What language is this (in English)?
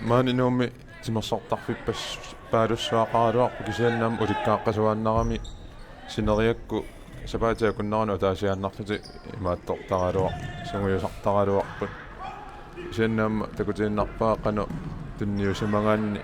Kalaallisut